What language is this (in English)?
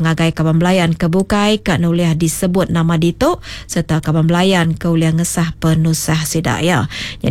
Iban